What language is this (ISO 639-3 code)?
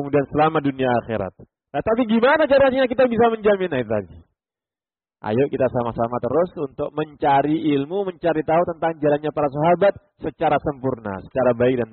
ind